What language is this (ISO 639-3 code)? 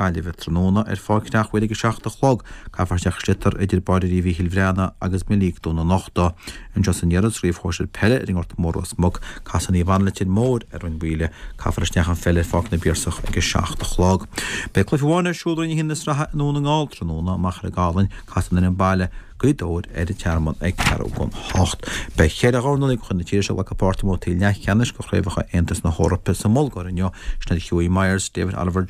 gle